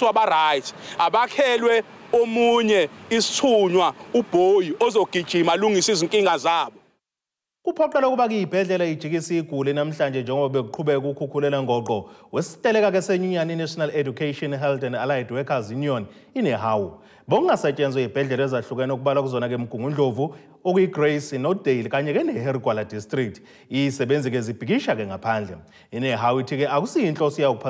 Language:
Zulu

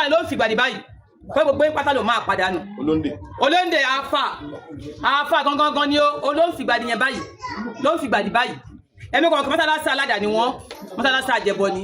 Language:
Yoruba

